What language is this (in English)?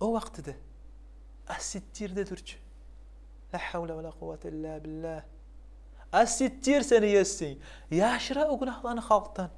Kumyk